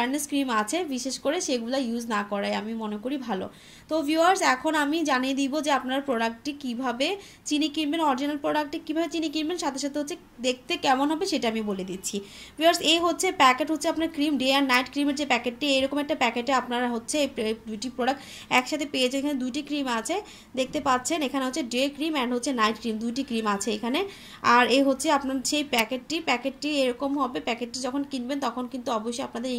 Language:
Bangla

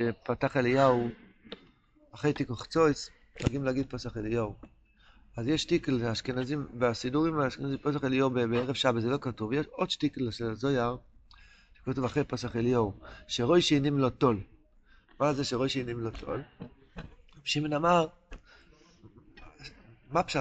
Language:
Hebrew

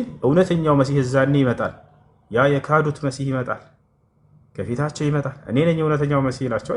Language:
Amharic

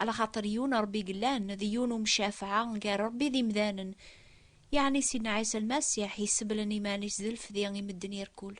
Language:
Kabyle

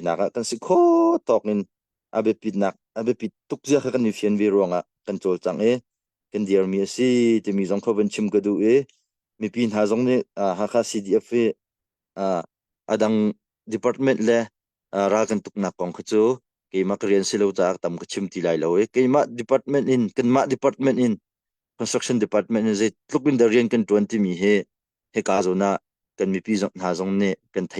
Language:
Hakha Chin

